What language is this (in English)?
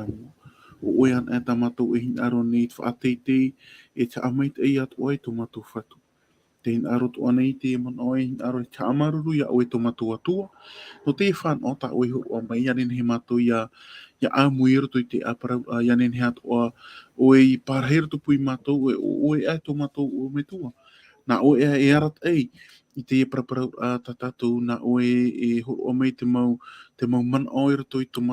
Tahitian